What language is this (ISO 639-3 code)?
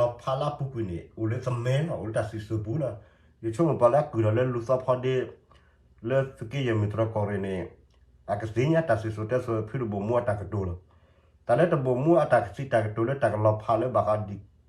ksw